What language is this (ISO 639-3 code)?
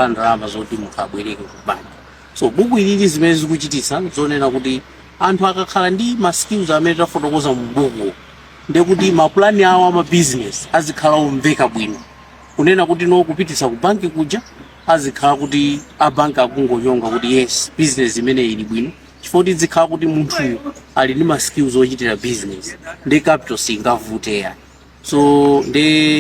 nya